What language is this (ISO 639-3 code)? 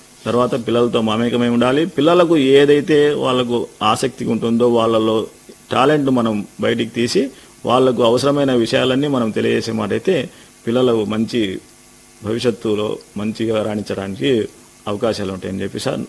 tel